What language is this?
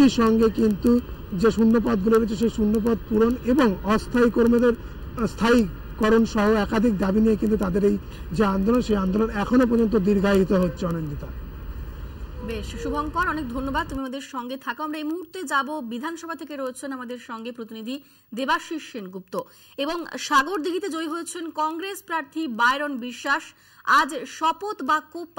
Bangla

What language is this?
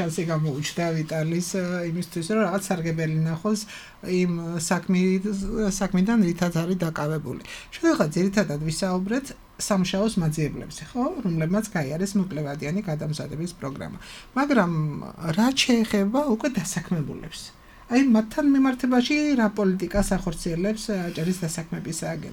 Georgian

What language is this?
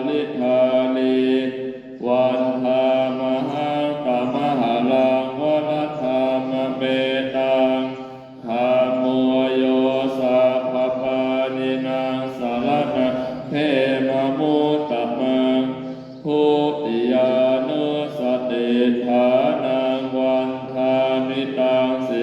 Pali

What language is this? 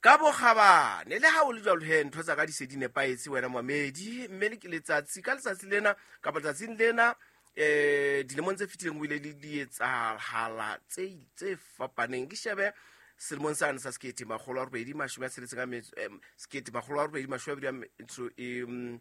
Southern Sotho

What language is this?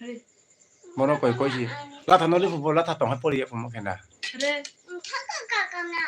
Kok Borok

